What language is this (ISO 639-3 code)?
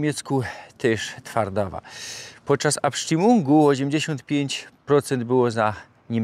szl